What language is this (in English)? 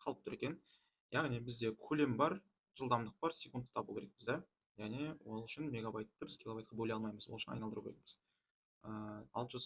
Kazakh